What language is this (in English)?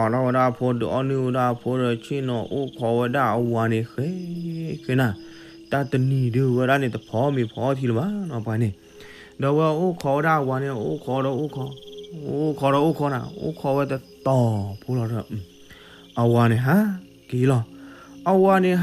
S'gaw Karen